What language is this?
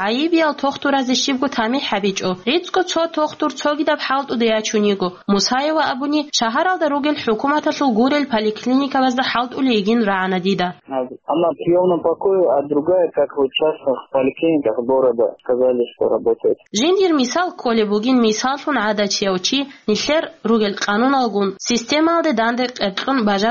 Avaric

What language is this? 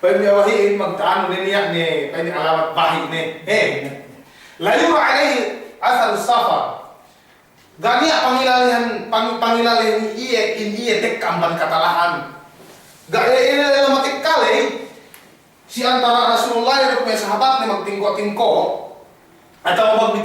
Yakan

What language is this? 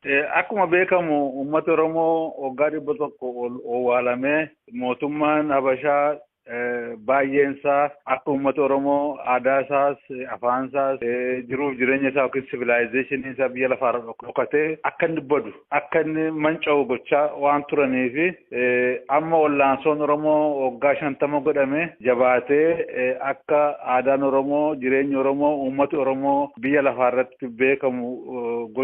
Oromo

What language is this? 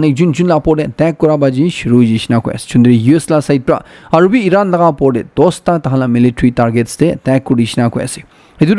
Naga Pidgin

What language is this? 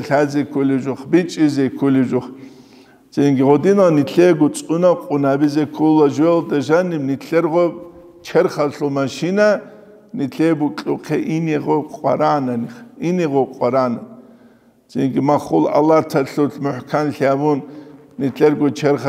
Avaric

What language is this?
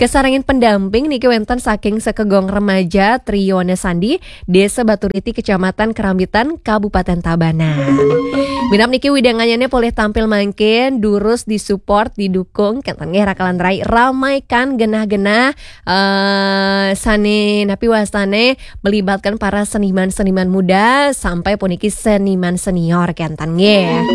Balinese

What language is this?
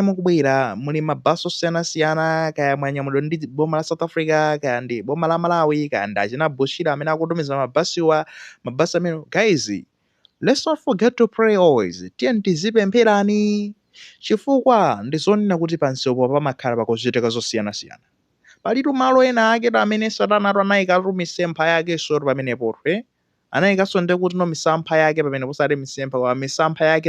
Nyanja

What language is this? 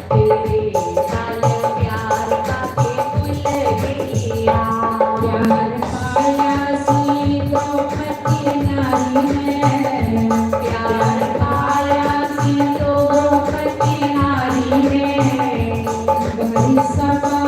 Dogri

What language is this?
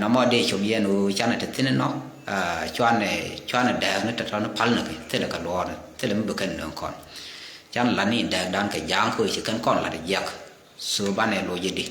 Nuer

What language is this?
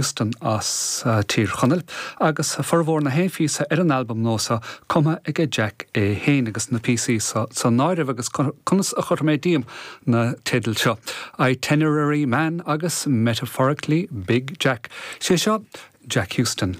Irish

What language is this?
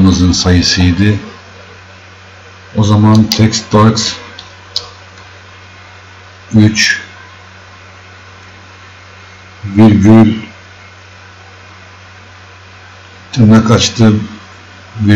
Turkish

